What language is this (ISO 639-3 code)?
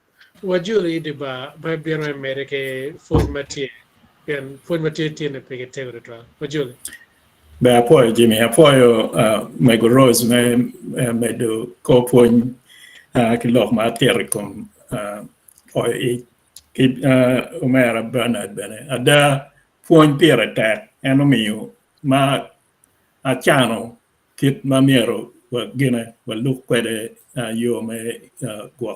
ach